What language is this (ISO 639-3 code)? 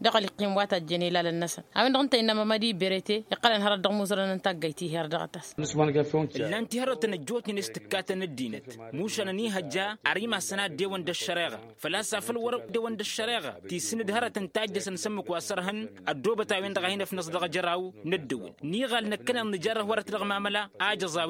taq